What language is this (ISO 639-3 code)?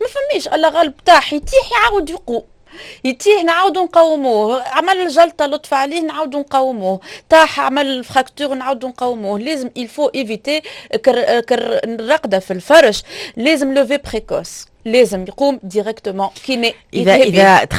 aeb